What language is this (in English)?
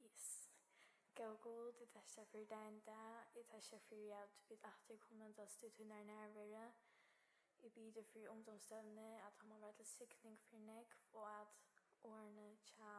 Faroese